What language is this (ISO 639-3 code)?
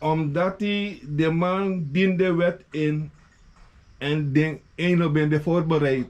srn